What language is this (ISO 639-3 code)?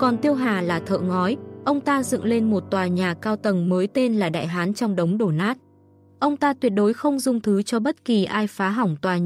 vie